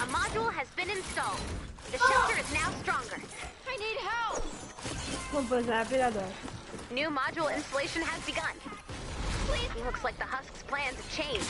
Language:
Morisyen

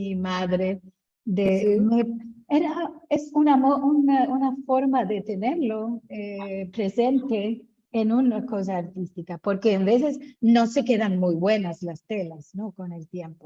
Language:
Ladino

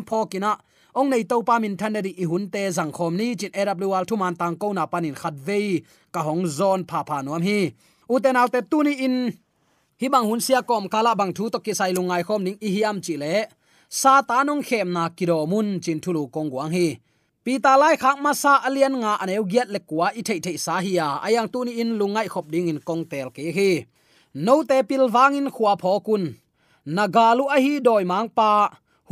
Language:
Tedim Chin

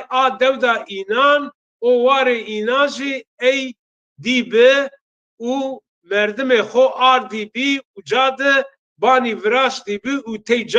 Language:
Zaza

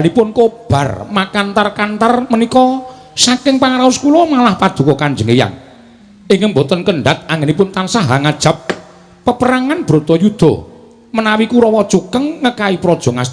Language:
Javanese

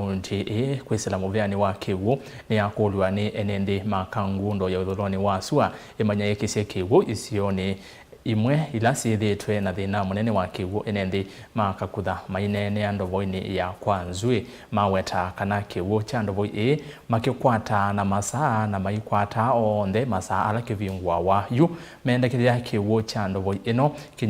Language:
Kamba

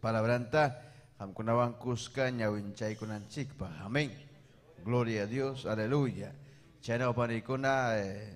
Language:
Ayacucho Quechua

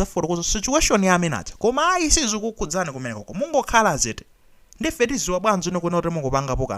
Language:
Nyanja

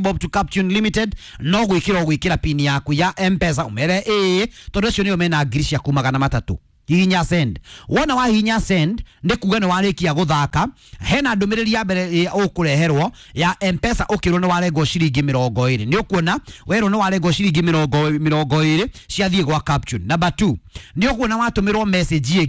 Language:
Kikuyu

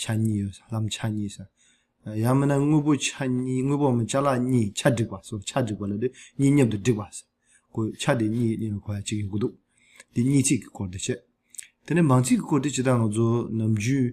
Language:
Tibetan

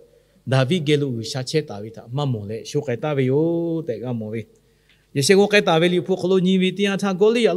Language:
Lahu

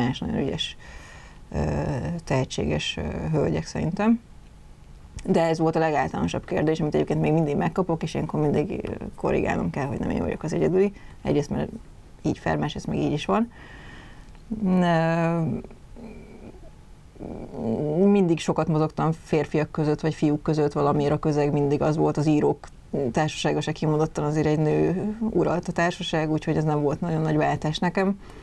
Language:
Hungarian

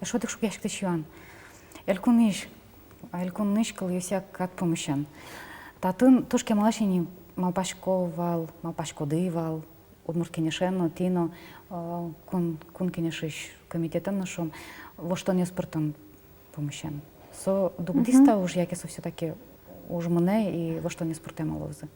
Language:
Udmurt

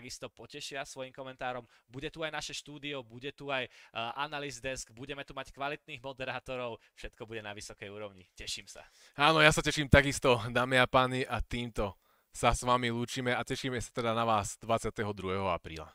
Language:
Slovak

